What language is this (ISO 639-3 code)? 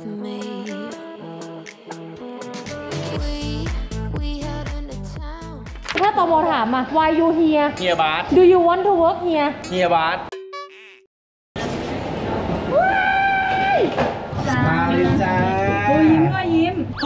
tha